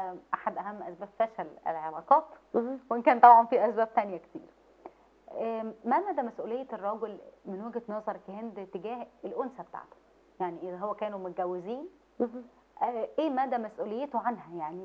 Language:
Egyptian Arabic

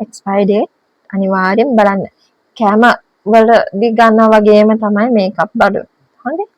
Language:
Sinhala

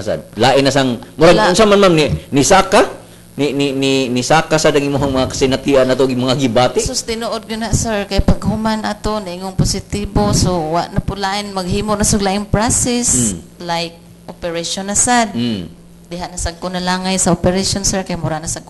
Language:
Cebuano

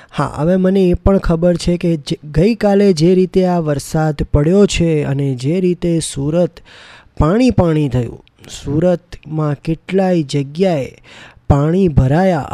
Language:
Gujarati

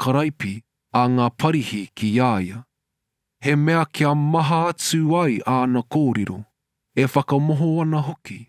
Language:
Māori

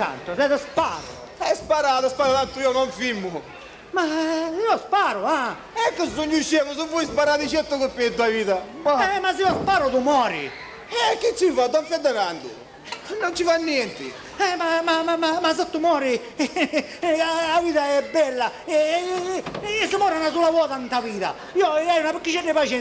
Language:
Sicilian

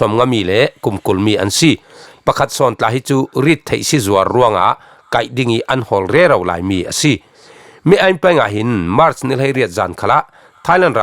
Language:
Falam Chin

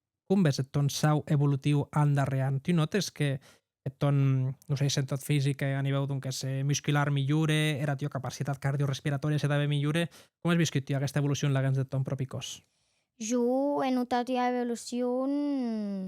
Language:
Occitan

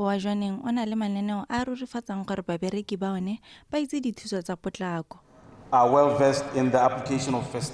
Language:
Tswana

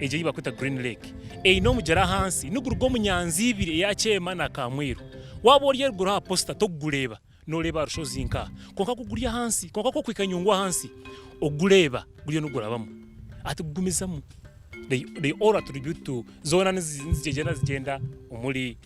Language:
Nyankole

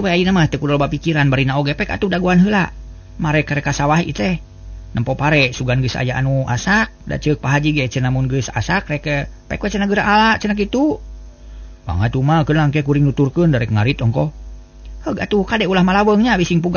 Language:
Sundanese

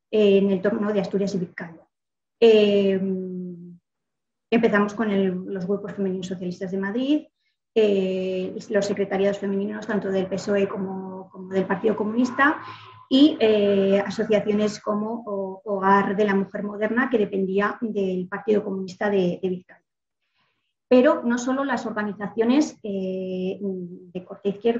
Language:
Spanish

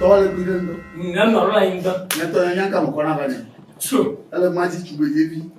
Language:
Ewe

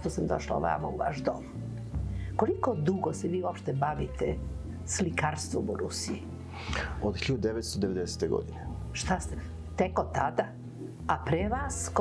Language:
Serbian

